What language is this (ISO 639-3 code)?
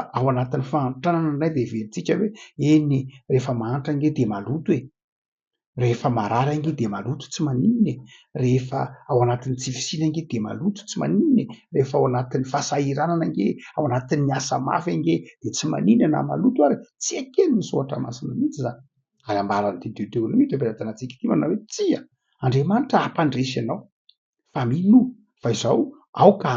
mlg